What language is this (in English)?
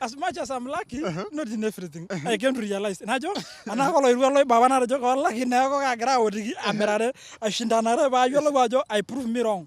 Masai